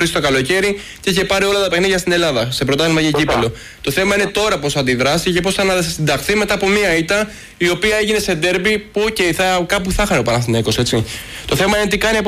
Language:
Greek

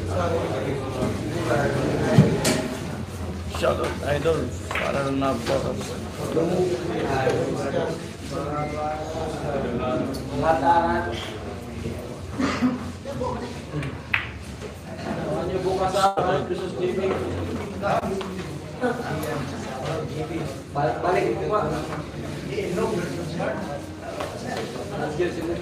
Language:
Filipino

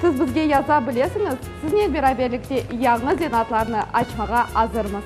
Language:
Crimean Tatar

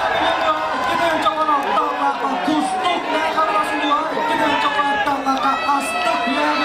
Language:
Yakut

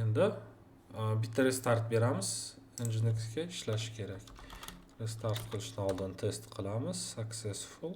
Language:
Uzbek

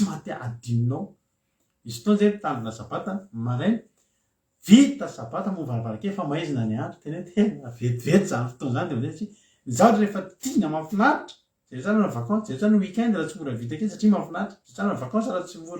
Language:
Malagasy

